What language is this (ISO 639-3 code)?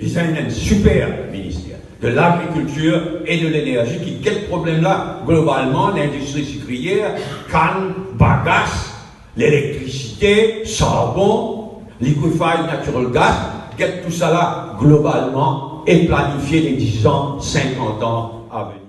mfe